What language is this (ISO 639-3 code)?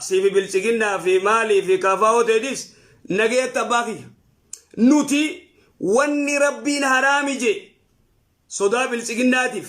orm